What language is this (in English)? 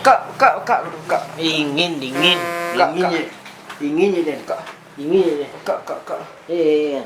Minangkabau